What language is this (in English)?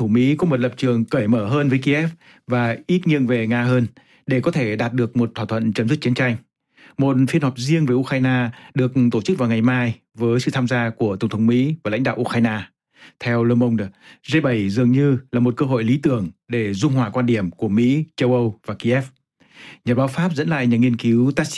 Vietnamese